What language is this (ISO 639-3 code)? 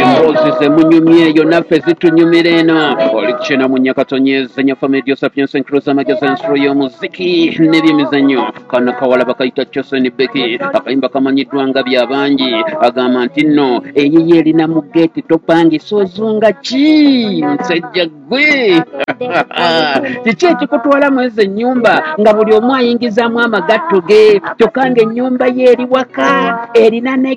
lug